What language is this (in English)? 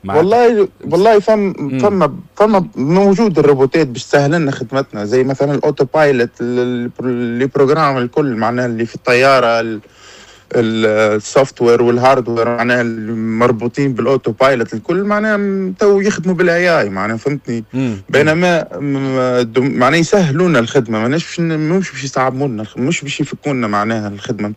Tunisian Arabic